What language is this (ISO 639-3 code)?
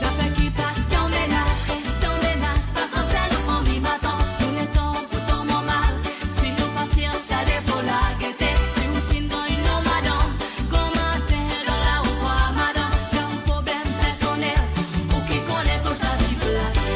mfe